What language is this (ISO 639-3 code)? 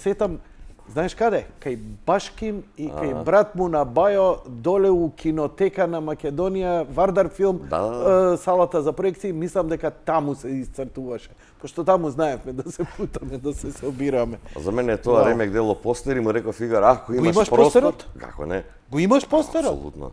mkd